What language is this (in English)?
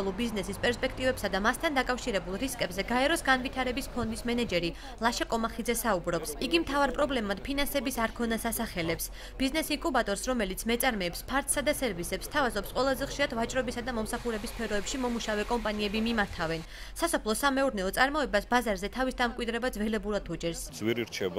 Georgian